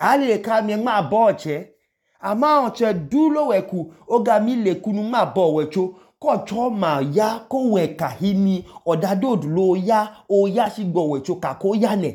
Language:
Idoma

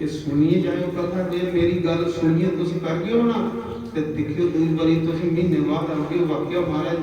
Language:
Dogri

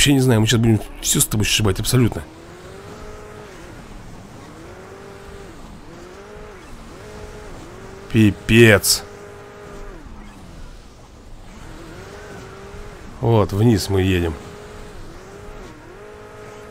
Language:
Russian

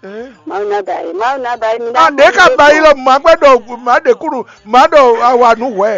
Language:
Fon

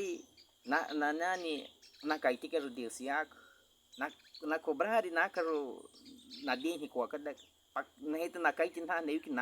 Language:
Baniwa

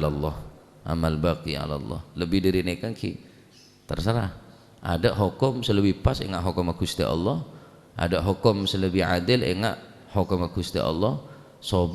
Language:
Madurese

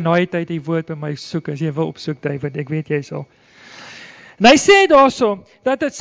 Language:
Afrikaans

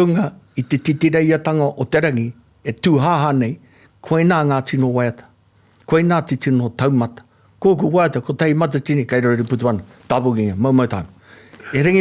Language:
Māori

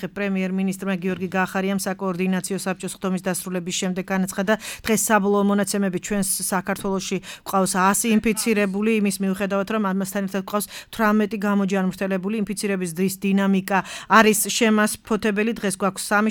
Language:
Georgian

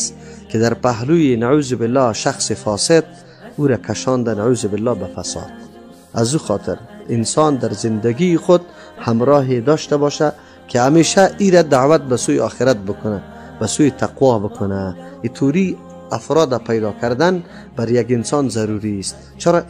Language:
Tajik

